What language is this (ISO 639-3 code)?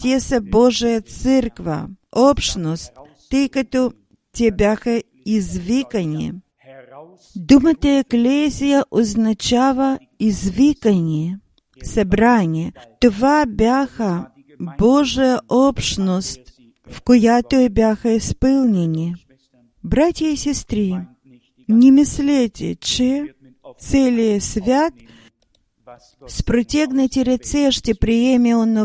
bul